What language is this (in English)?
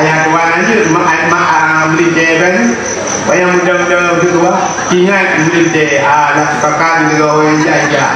Achinese